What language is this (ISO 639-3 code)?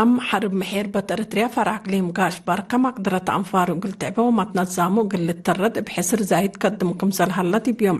tig